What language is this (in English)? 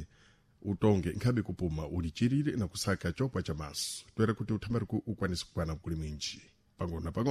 Sena